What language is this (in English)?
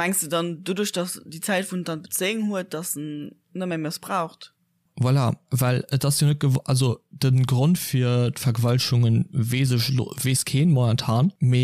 Luxembourgish